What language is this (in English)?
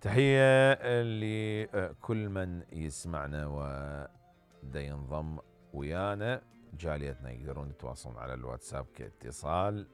Mesopotamian Arabic